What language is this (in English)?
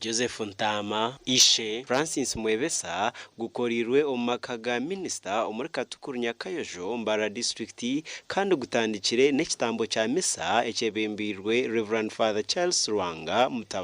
Nyankole